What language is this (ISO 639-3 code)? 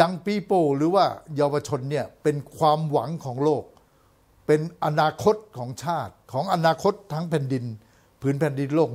tha